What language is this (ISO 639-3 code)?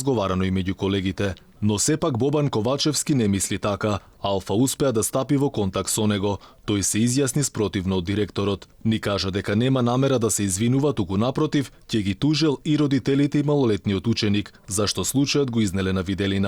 mkd